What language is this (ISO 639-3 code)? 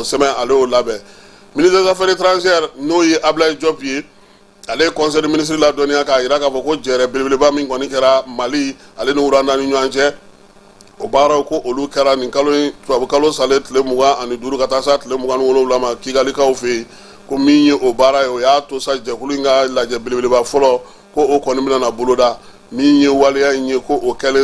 bam